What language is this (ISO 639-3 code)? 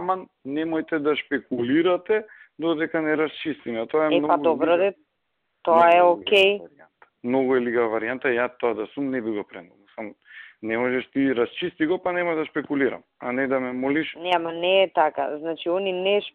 mkd